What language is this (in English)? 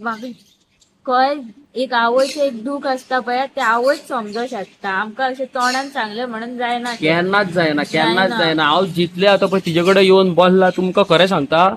Konkani